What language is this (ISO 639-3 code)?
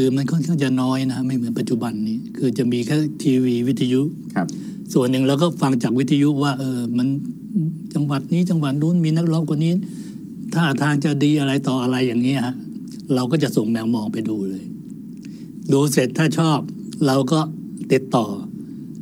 tha